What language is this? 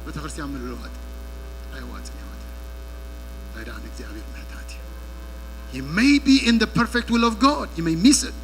Tigrinya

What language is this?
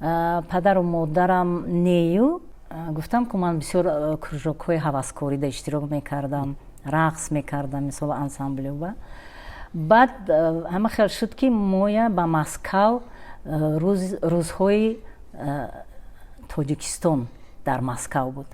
Tajik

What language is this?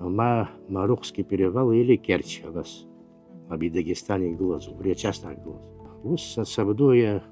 Abkhazian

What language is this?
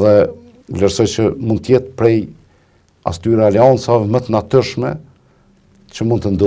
Albanian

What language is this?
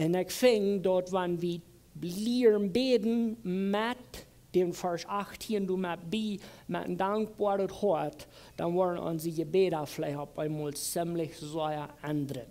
Plautdietsch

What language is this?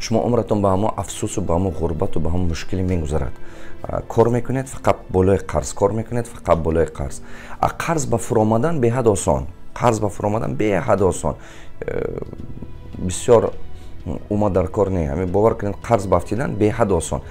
Tajik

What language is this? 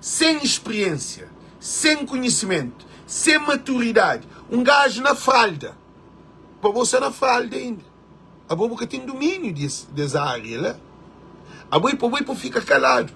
Kabuverdianu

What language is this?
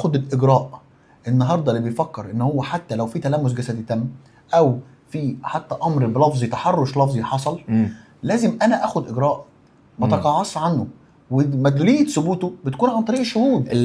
Egyptian Arabic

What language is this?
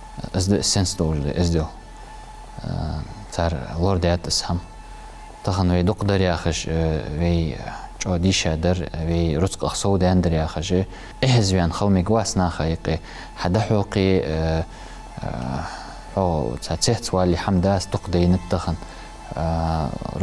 Ingush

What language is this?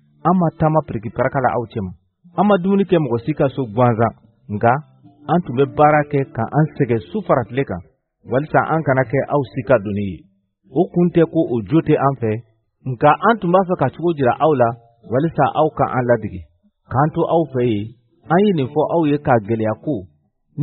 Bambara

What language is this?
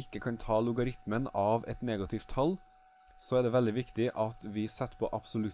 Norwegian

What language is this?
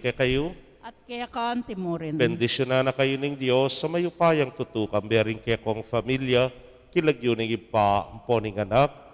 Pampanga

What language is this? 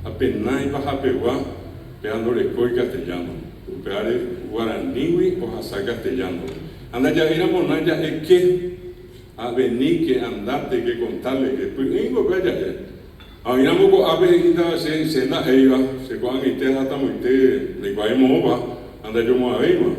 Guarani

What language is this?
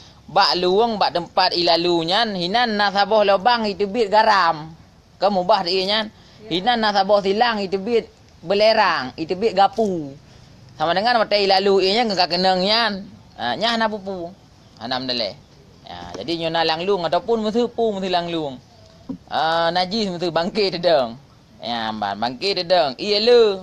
Achinese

